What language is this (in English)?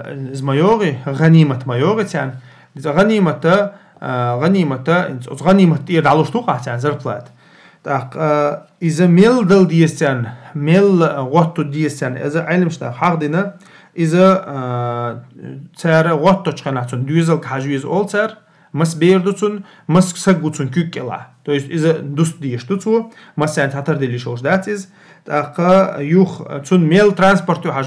Chechen